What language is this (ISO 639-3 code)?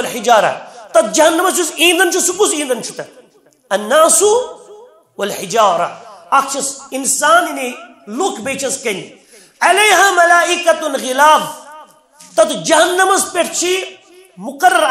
kas